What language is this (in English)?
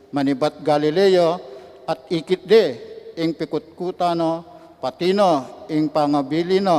Pampanga